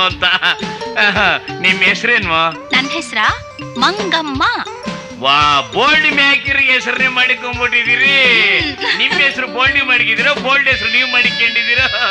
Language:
Kannada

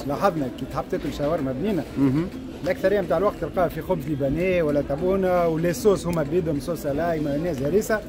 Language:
Tunisian Arabic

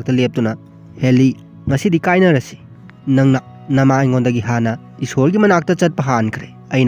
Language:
Manipuri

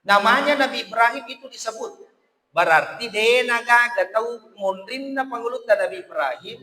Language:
Buginese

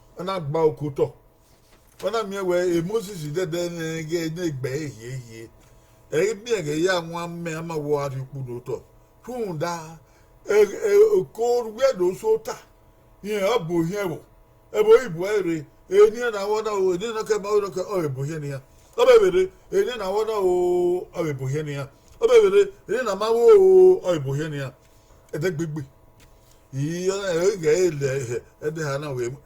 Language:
Bini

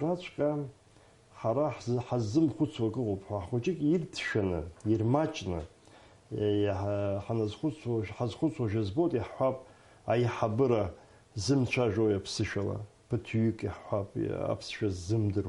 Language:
Abkhazian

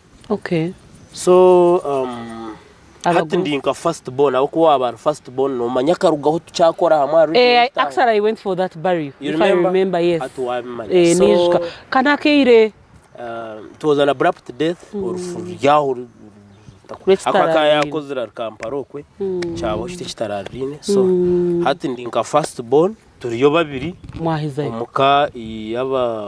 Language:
Nyankole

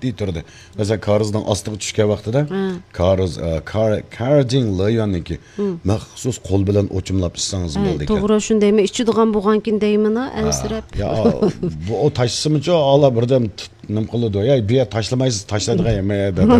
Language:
Uyghur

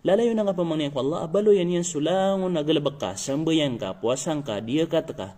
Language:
Maranao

